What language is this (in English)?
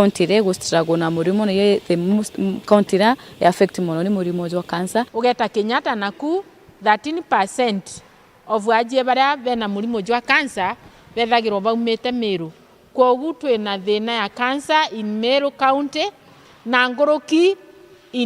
Meru